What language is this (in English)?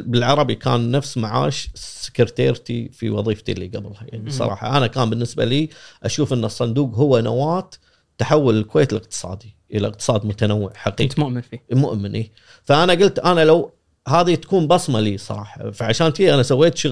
Gulf Arabic